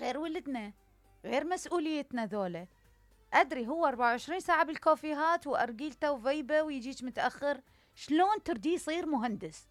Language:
Mesopotamian Arabic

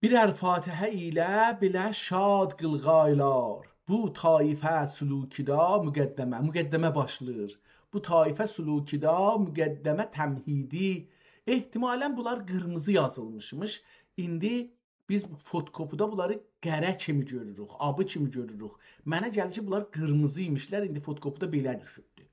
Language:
South Azerbaijani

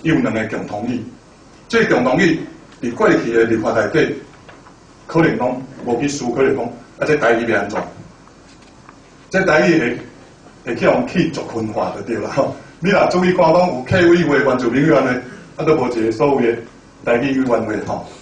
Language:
Min Nan Chinese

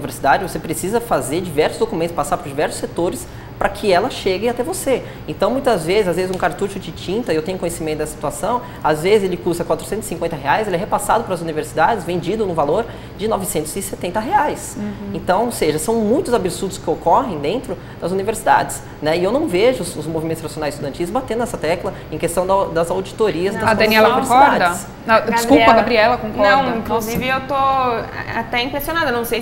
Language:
Portuguese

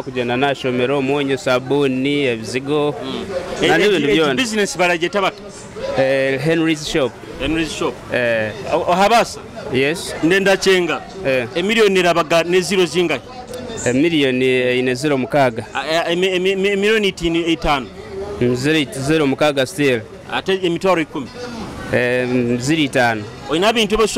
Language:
Nyoro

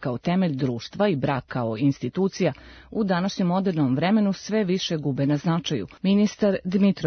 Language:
Serbian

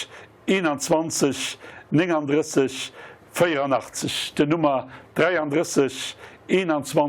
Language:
Luxembourgish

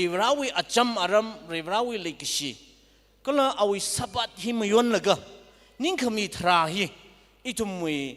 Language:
Tangkhul Naga (India)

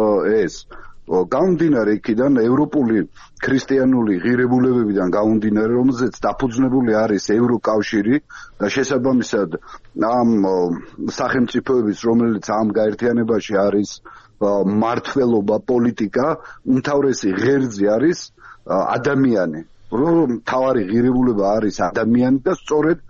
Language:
Georgian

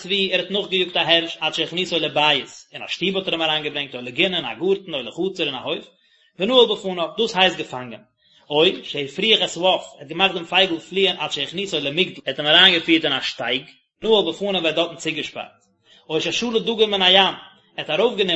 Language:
Yiddish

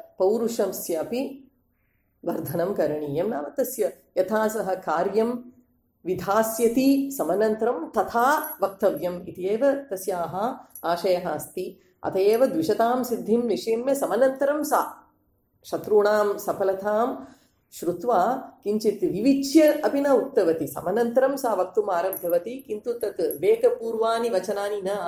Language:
Sanskrit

